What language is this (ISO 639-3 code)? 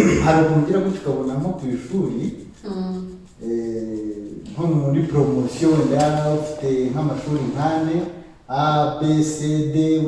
kin